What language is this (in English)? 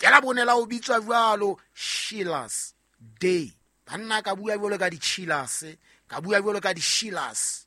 Southern Sotho